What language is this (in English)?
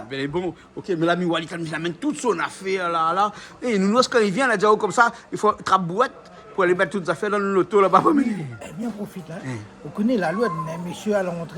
Réunion Creole French